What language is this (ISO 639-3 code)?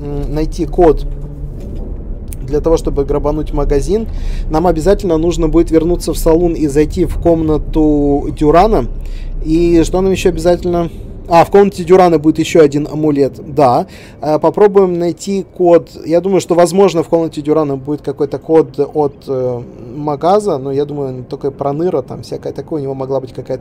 rus